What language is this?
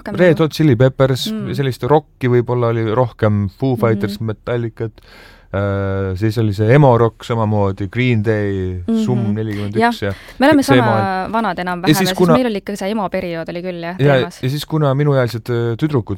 Estonian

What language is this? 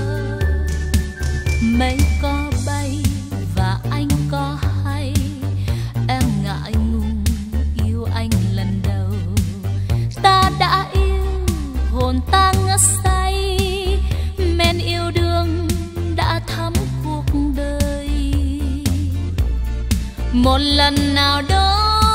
Vietnamese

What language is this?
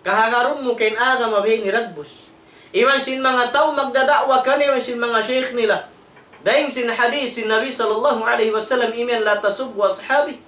Tausug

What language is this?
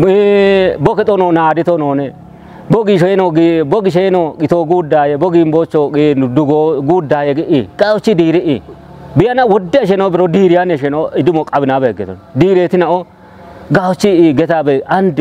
Kafa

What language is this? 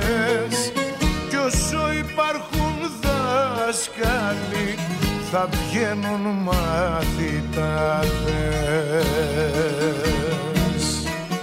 Greek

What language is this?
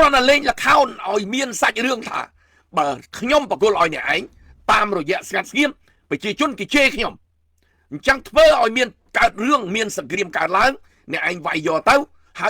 Khmer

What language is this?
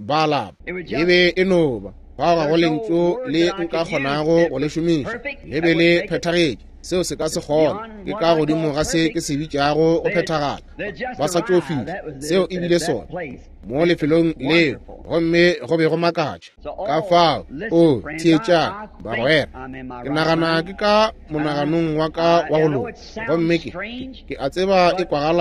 Northern Sotho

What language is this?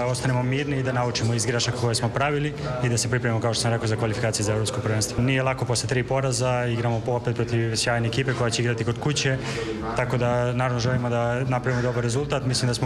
Serbian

